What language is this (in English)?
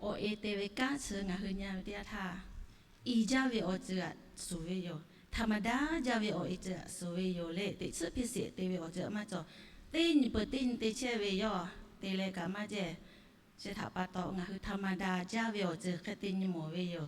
Lahu